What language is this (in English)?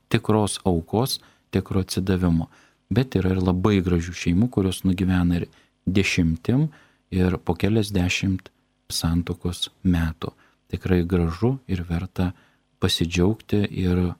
Lithuanian